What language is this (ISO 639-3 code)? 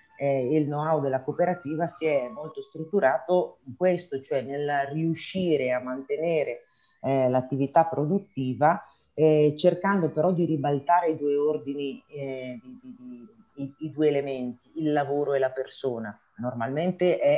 ita